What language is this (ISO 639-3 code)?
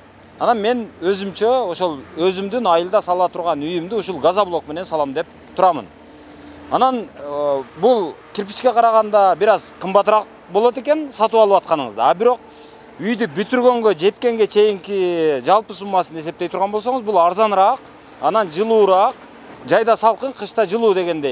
kir